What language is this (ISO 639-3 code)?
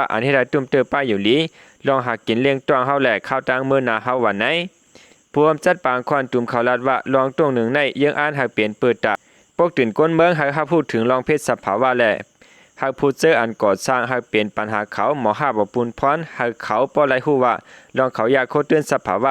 shn